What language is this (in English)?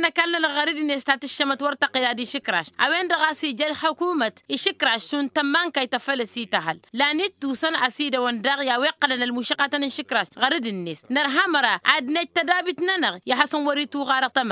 Tamasheq